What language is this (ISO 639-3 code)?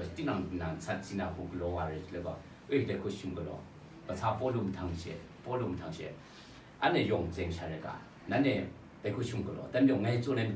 kac